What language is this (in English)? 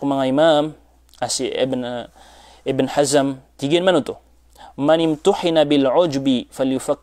Maranao